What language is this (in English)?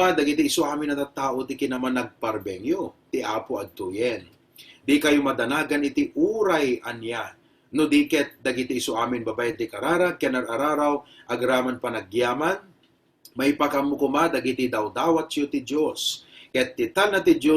Iloko